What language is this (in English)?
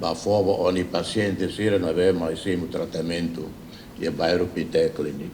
Tetum